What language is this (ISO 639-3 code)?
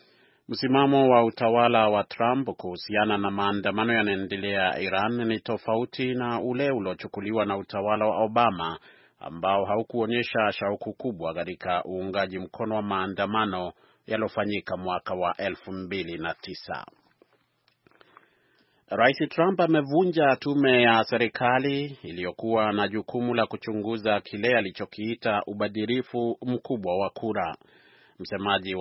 swa